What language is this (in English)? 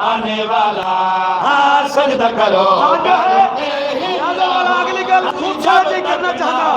Saraiki